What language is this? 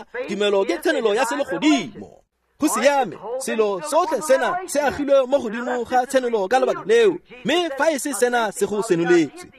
Tswana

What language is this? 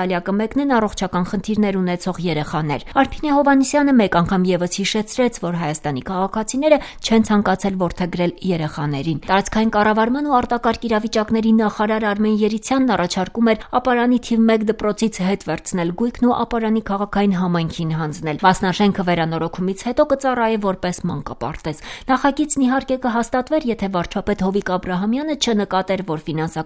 Armenian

